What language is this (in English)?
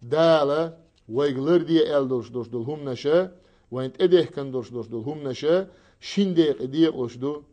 Chechen